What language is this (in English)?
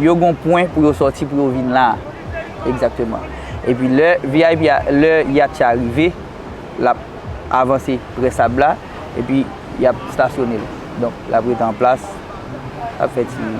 Haitian Creole